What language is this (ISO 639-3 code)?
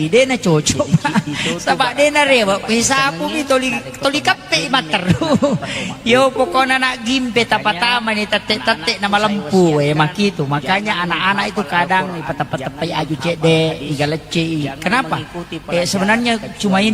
bug